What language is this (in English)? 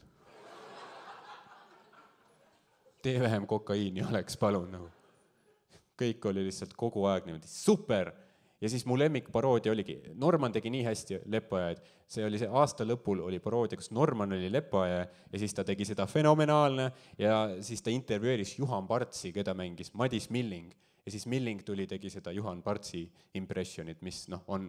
Estonian